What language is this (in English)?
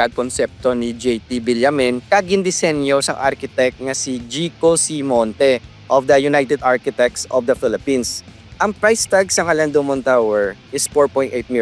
Hiligaynon